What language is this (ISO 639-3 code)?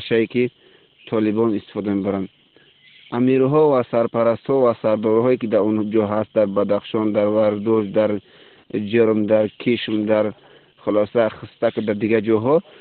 tgk